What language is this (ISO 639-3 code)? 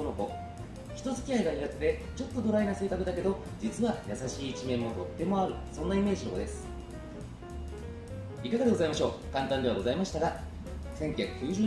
jpn